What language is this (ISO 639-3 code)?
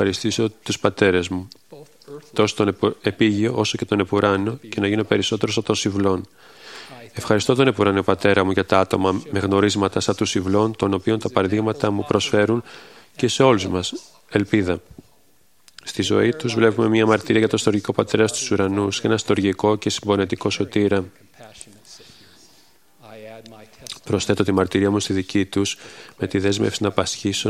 ell